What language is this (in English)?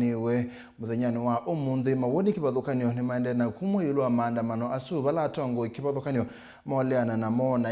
Kamba